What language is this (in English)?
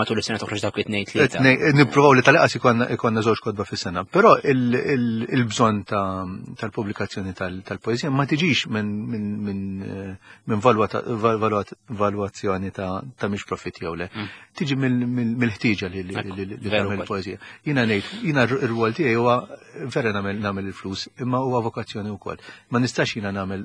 Maltese